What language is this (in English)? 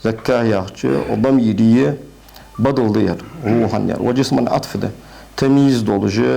Ingush